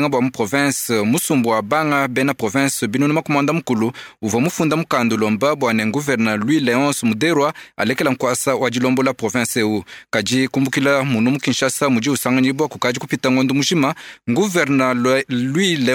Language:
Luba-Lulua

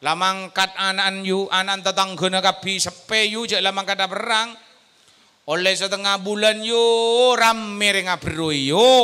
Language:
Madurese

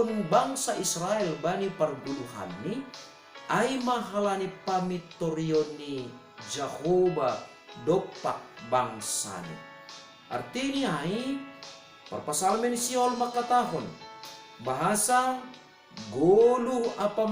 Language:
Batak Simalungun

